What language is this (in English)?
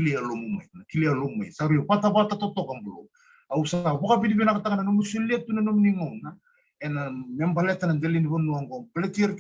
Fijian